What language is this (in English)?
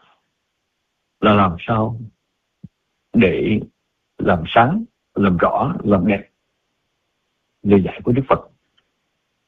Vietnamese